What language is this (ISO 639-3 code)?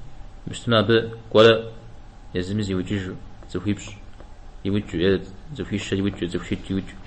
kbd